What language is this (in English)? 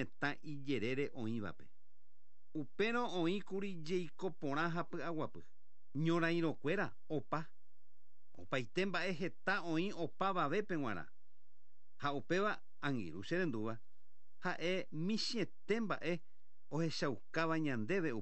Guarani